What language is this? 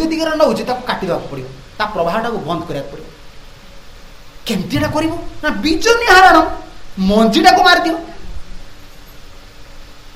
Odia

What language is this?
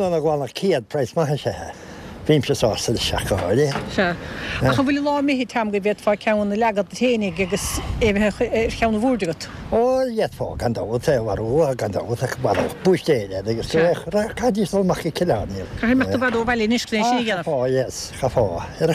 Irish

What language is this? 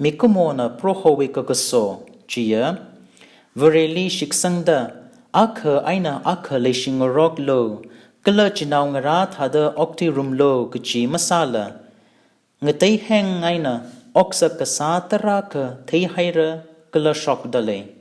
Tangkhul Naga (India)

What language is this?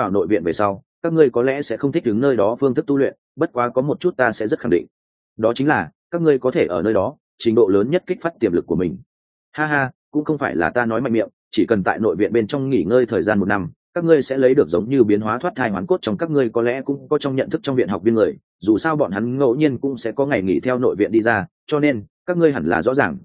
Vietnamese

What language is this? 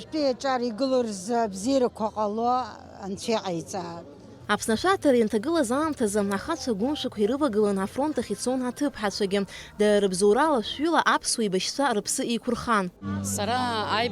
Abkhazian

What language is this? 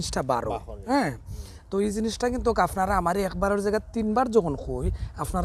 Sylheti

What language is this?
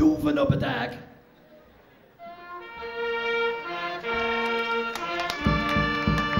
Dutch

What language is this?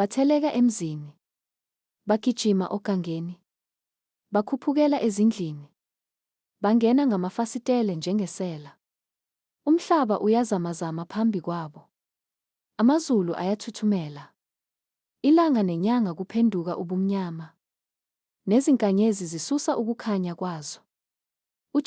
Zulu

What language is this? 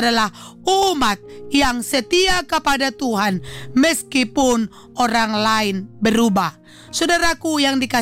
Indonesian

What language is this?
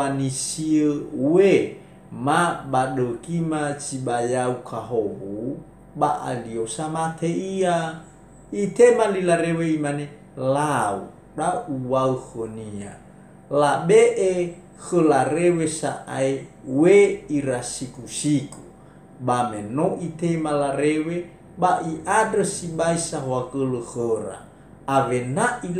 Nias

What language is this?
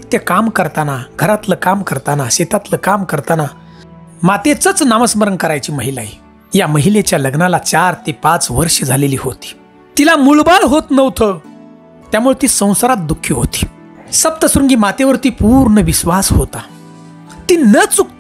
Marathi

